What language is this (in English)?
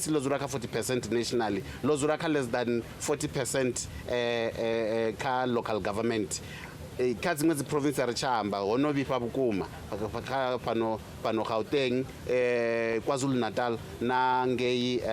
Venda